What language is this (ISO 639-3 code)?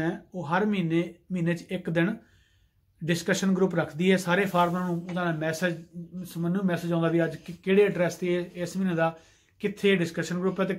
pan